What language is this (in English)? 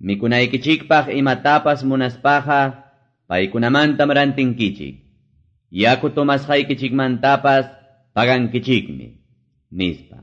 Quechua